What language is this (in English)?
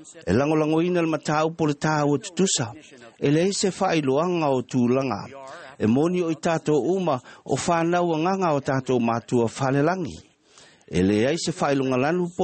Samoan